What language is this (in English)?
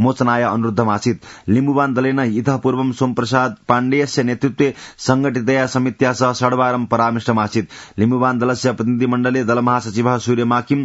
Sanskrit